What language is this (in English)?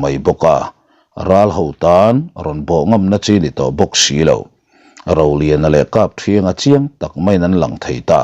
Mizo